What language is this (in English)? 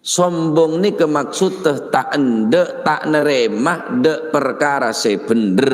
Madurese